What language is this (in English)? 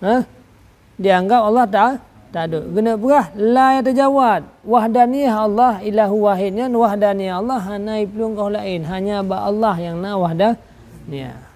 Achinese